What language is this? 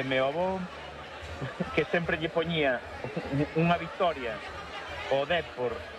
Galician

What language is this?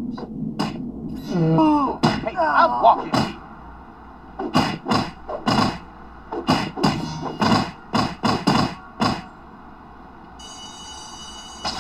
English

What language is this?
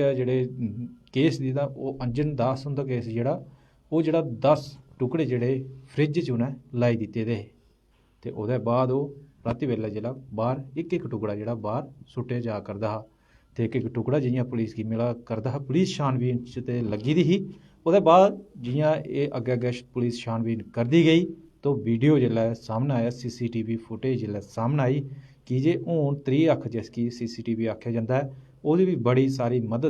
Dogri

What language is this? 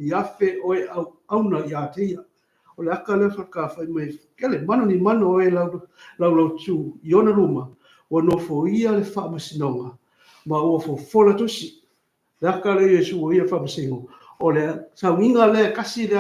Samoan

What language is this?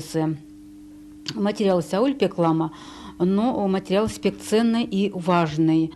Erzya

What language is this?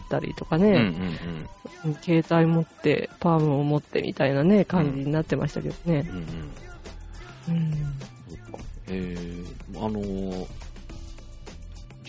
Japanese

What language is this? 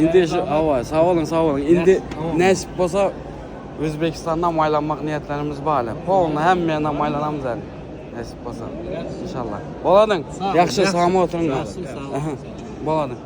Turkmen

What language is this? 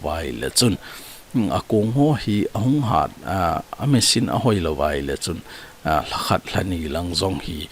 Thado Chin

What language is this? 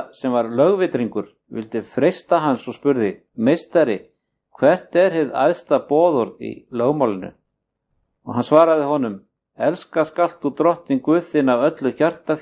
Icelandic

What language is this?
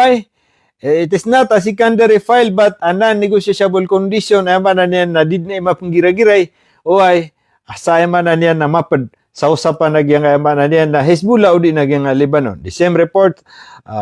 Maranao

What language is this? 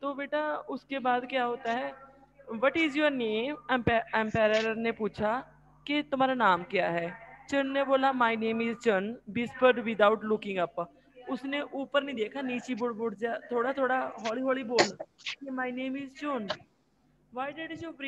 Hindi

